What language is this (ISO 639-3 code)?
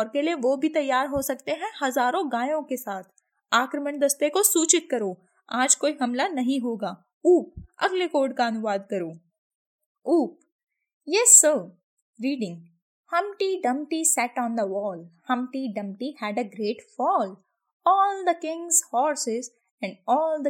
hin